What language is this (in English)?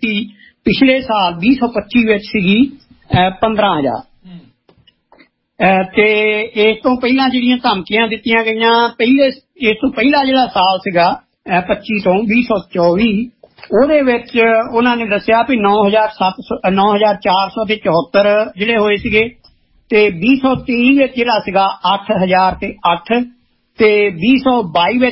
Punjabi